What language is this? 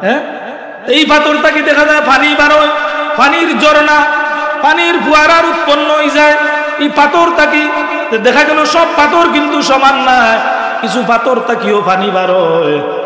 Sylheti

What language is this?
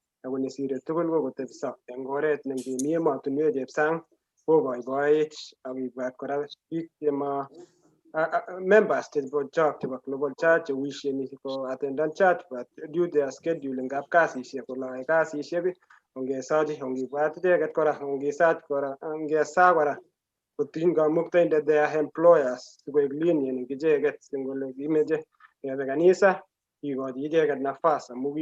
Kalenjin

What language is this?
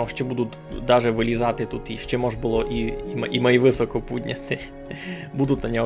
Rusyn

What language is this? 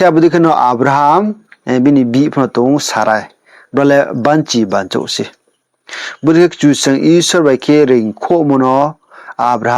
Riang (India)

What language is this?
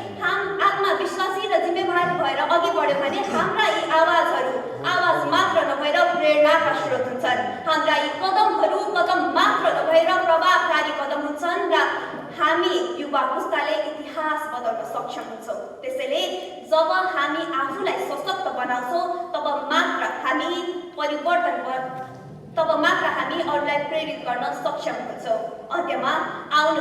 Nepali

